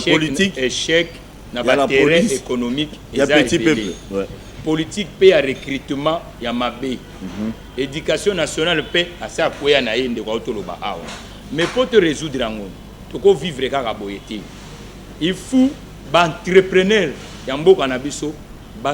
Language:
Lingala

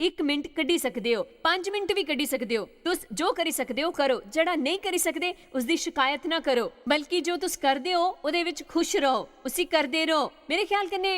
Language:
Dogri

